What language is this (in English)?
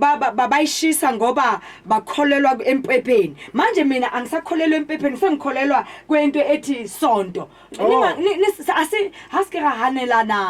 Zulu